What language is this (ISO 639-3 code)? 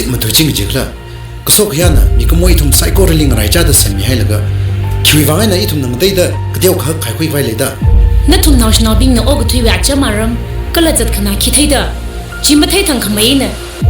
nmf